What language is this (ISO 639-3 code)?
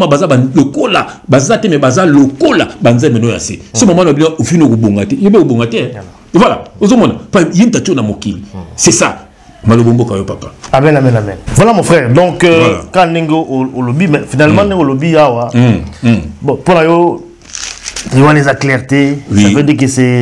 lin